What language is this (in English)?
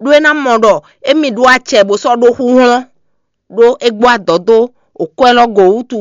Fon